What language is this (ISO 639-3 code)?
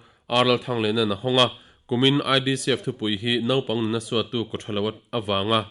lus